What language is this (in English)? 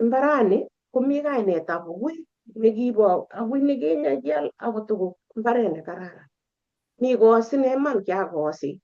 Kalenjin